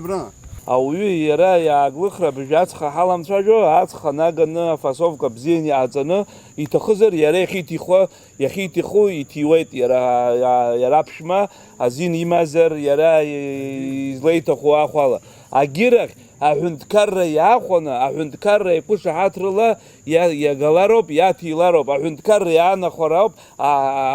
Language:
Abkhazian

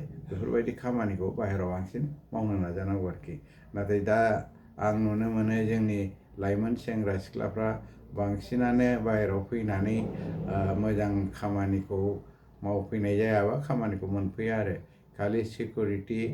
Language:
Bodo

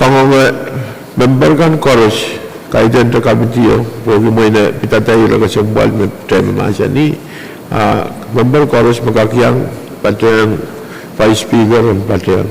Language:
Pohnpeian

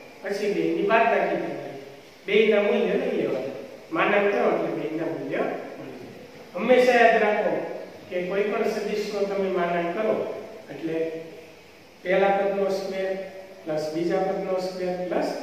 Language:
Gujarati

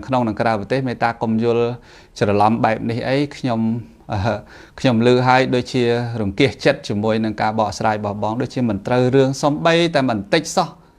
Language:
Khmer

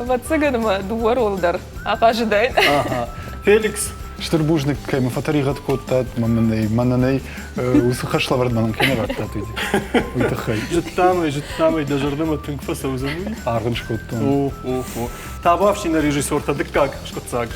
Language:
Ossetic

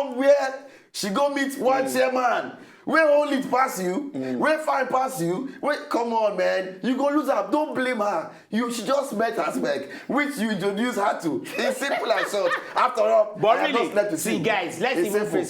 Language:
Nigerian Pidgin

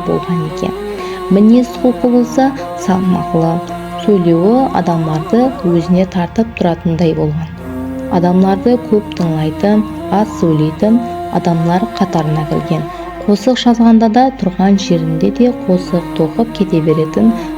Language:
Kara-Kalpak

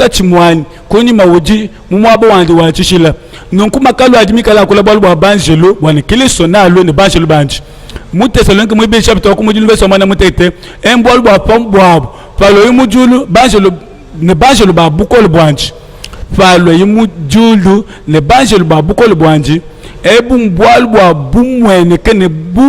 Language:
Luba-Lulua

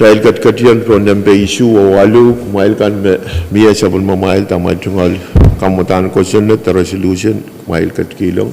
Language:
Pohnpeian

